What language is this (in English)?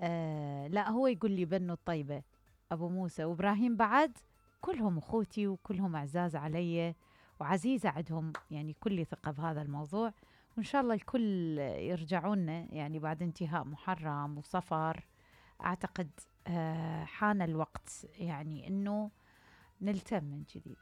Mesopotamian Arabic